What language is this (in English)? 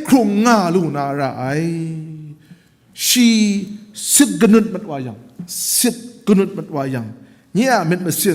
Kachin